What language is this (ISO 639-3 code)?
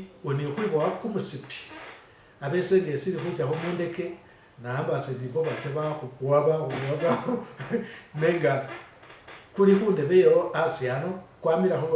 myx